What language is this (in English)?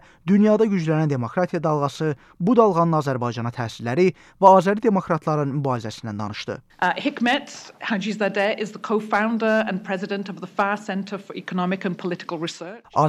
Azerbaijani